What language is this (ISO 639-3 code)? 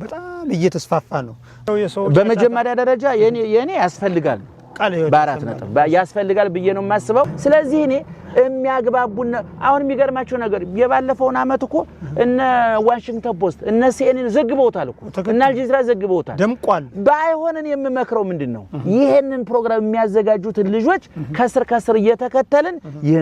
amh